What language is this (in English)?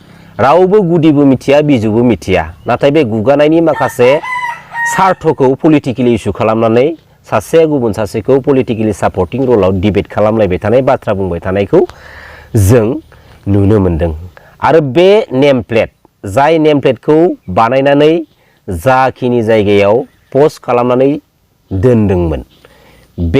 Bodo